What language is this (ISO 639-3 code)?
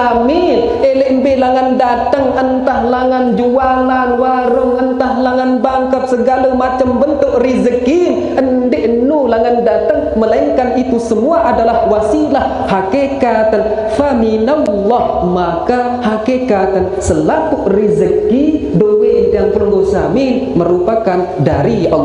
sas